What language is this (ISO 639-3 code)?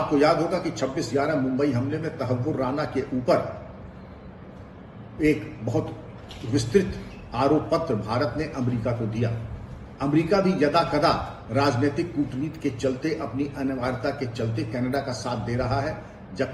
hin